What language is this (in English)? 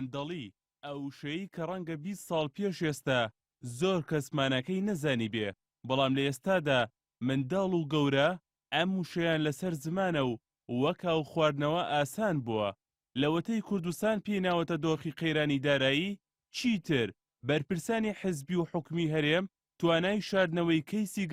Central Kurdish